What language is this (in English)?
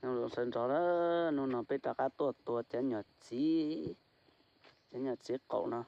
Hmong